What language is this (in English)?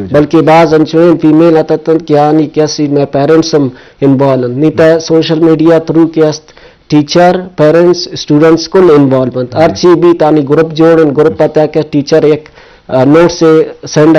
Baluchi